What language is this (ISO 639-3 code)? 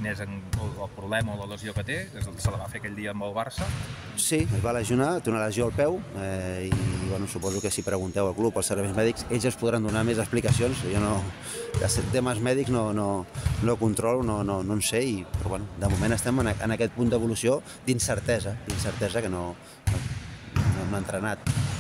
cat